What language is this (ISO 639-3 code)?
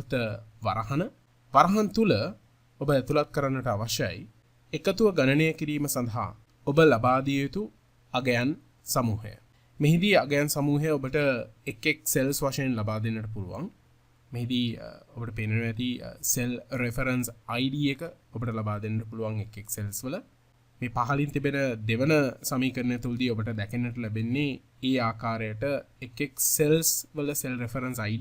sin